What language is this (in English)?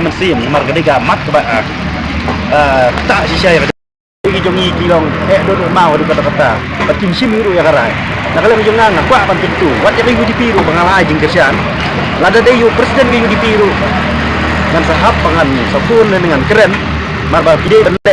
Khasi